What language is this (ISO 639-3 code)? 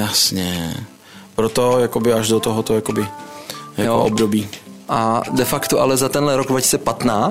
ces